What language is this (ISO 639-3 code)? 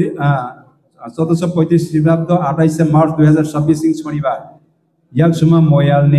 trp